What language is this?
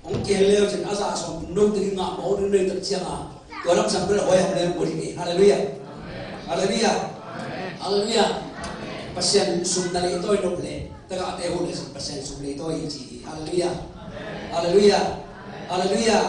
Tedim Chin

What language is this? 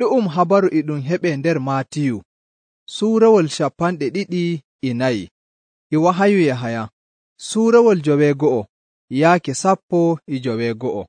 Nigerian Fulfulde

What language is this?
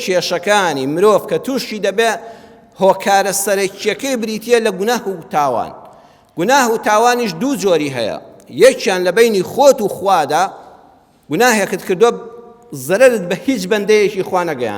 Central Kurdish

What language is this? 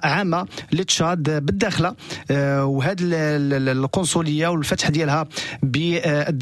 Moroccan Arabic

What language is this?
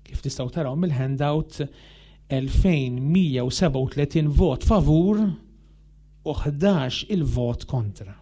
Maltese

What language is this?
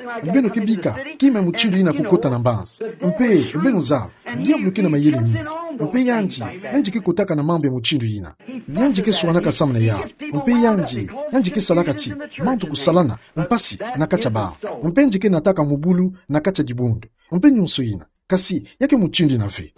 Kituba (Democratic Republic of Congo)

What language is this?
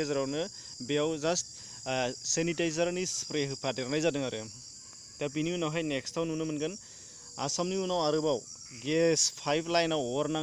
Bodo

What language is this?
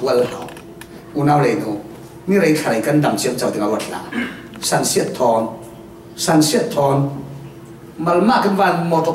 Falam Chin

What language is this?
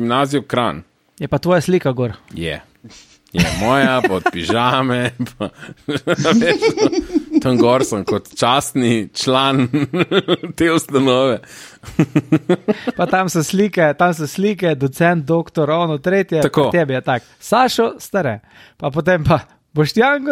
Slovenian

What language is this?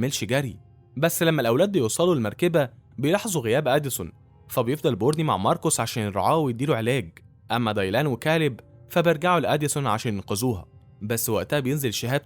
Egyptian Arabic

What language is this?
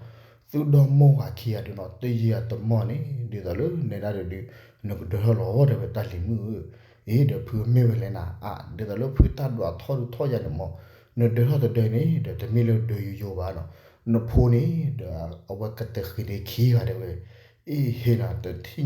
S'gaw Karen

